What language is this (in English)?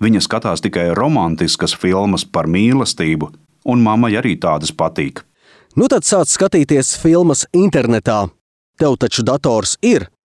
Latvian